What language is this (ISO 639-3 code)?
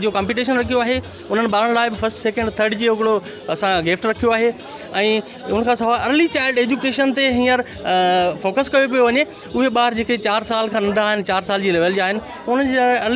snd